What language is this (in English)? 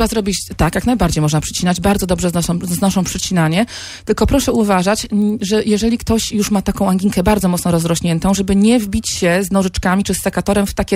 Polish